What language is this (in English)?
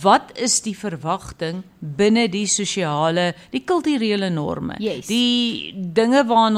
Afrikaans